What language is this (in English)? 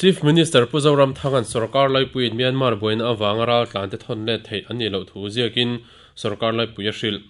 Mizo